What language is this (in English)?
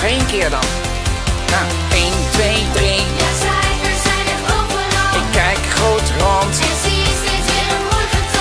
Dutch